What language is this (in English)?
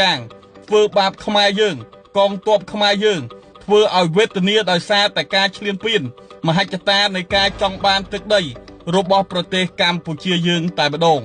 Khmer